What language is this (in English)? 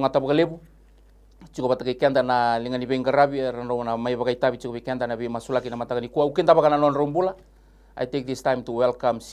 Fijian